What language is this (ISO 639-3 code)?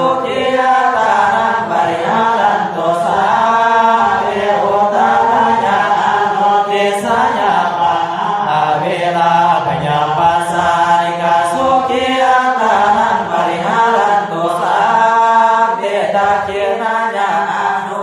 pli